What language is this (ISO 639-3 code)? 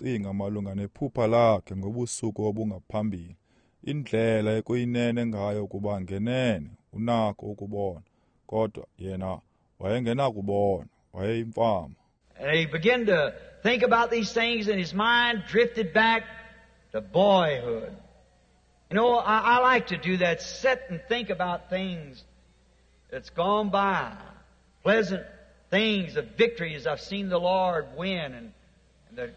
xho